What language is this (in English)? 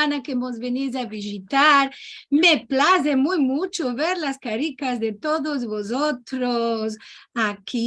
Ladino